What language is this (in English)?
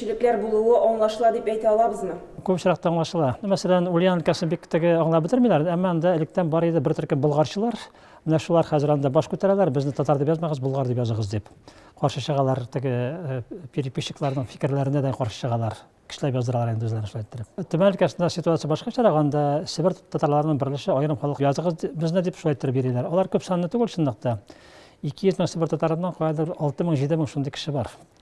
Tatar